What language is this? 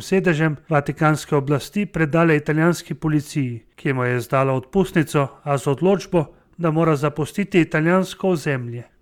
Slovenian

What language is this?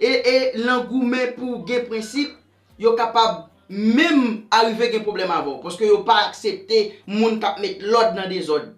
Haitian Creole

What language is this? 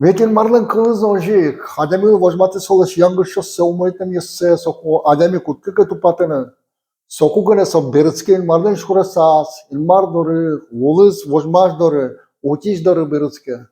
Udmurt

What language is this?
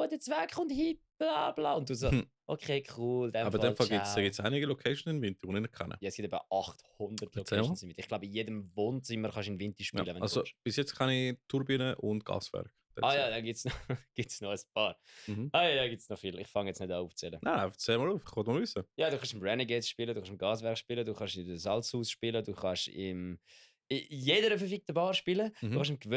Swiss German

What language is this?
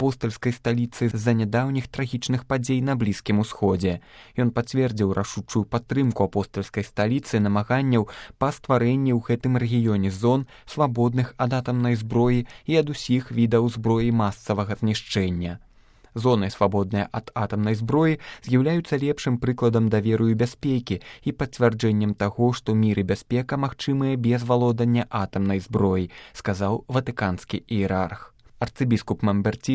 Belarusian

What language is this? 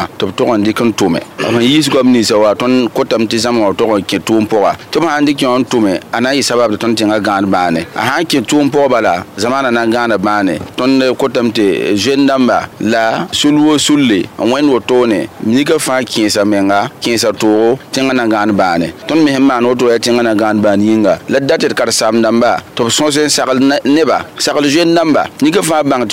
Mossi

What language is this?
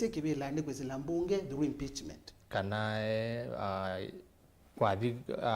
Kamba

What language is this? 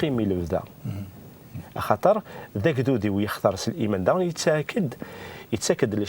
Kabyle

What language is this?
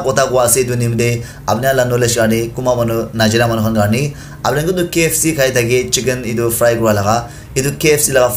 Naga Pidgin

